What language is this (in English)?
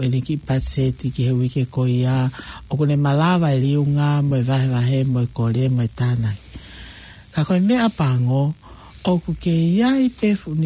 Tongan